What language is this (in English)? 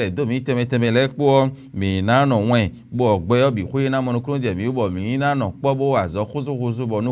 Fon